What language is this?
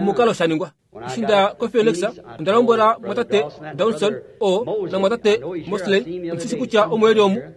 Kuanyama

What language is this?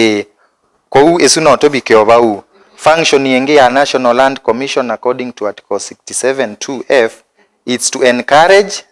Kamba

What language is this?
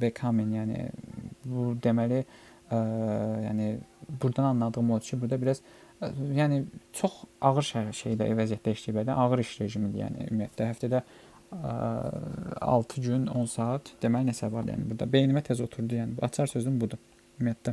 Azerbaijani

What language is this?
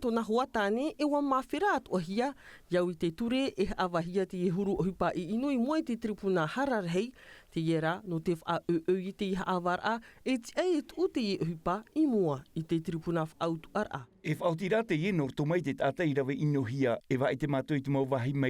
Tahitian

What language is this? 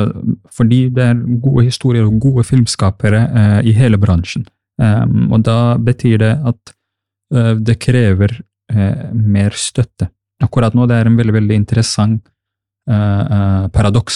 Norwegian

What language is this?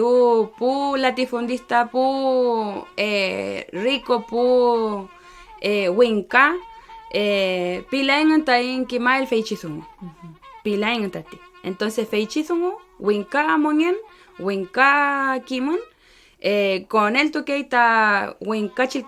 Mapuche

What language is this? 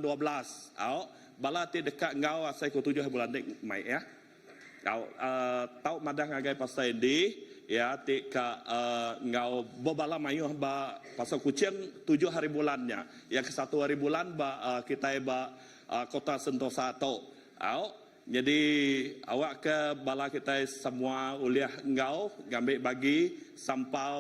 Iban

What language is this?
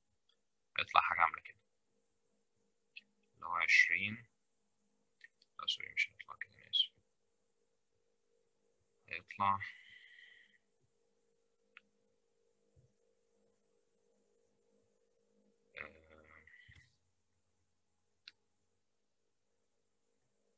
Egyptian Arabic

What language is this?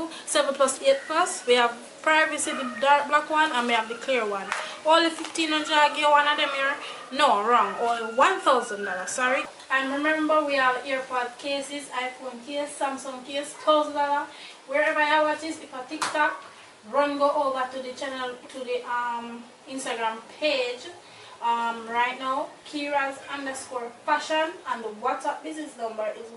Jamaican Creole English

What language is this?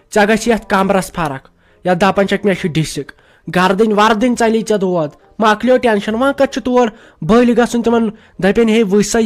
Kashmiri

